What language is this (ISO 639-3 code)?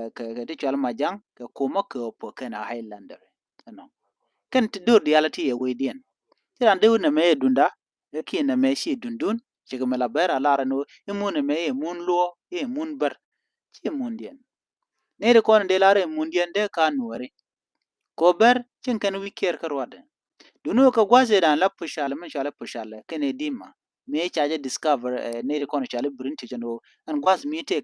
nus